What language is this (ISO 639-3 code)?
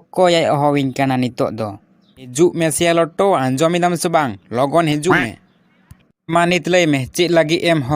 sat